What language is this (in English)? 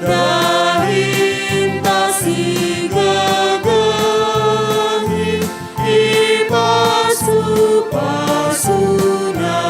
Batak Karo